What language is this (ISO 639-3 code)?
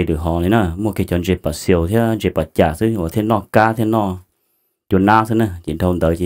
hmn